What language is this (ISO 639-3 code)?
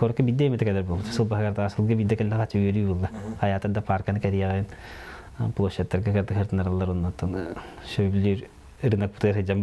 sah